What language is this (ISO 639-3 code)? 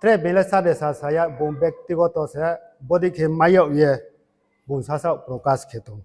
ria